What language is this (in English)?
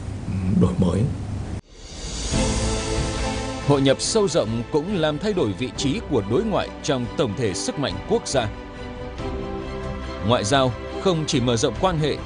Vietnamese